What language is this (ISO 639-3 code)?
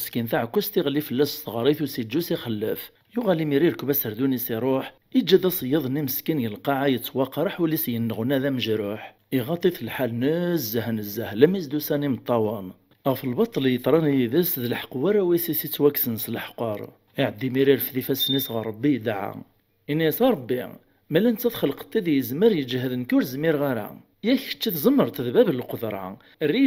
kab